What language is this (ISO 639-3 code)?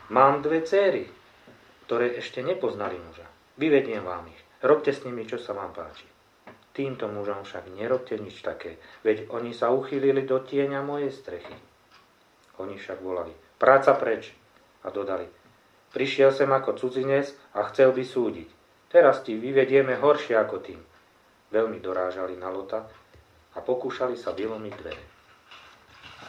slk